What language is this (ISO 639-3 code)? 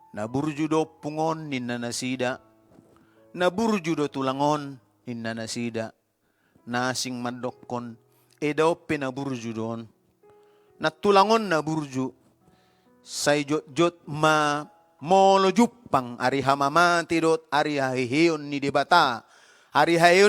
bbc